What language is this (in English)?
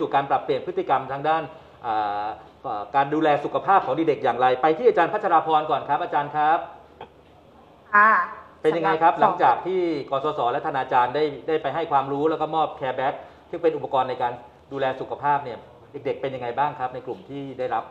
Thai